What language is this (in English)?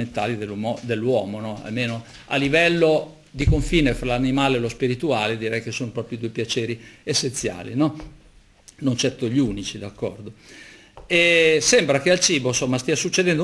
Italian